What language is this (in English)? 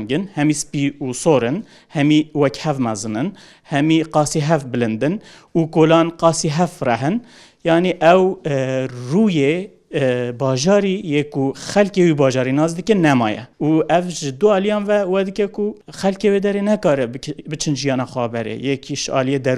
Kurdish